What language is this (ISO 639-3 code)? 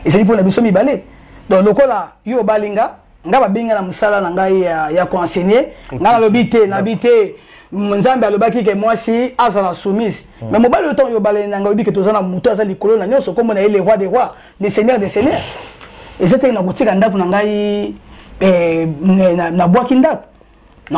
lin